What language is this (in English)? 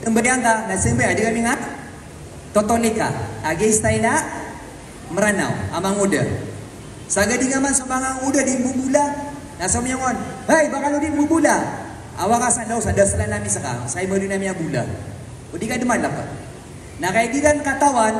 Maranao